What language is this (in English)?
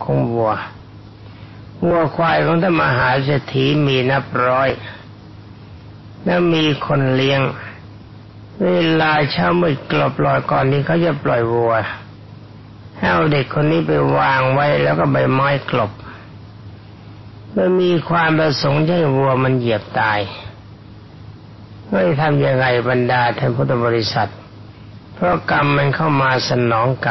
Thai